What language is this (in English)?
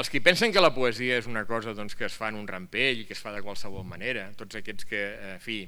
Catalan